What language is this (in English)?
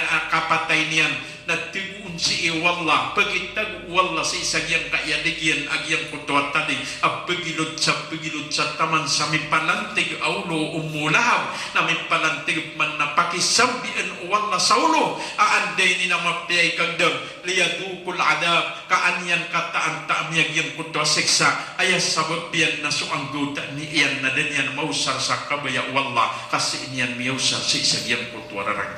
Maranao